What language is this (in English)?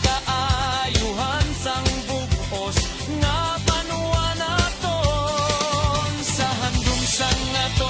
Hiligaynon